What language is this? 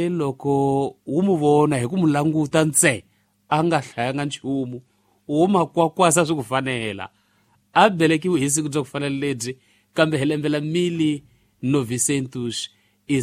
Tsonga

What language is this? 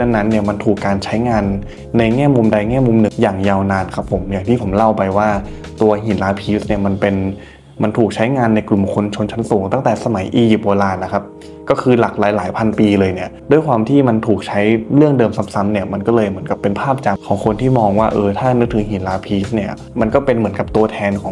Thai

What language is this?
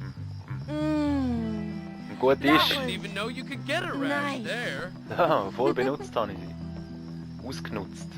Swiss German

